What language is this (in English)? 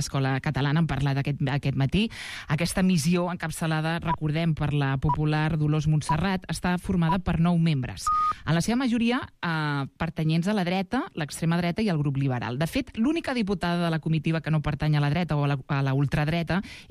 Catalan